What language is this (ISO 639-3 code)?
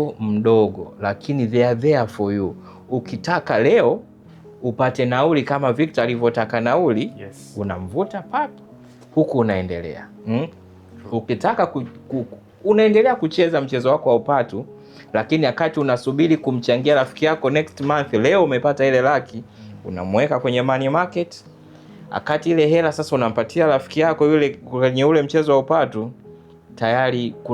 swa